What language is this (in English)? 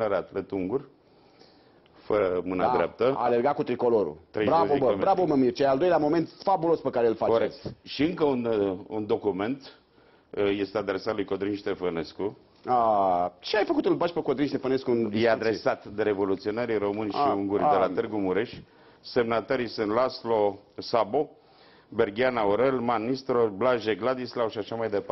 Romanian